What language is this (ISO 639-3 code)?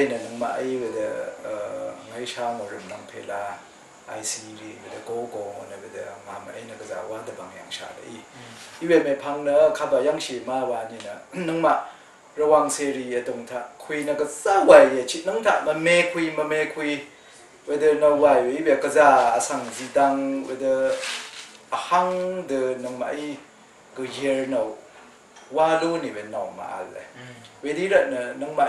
raw